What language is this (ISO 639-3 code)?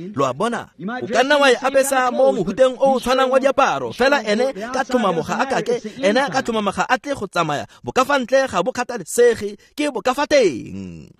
tsn